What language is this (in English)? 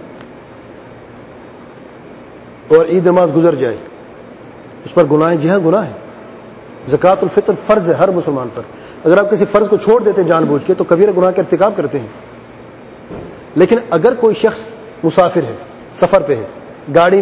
Urdu